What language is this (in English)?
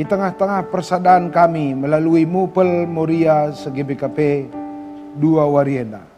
Batak Karo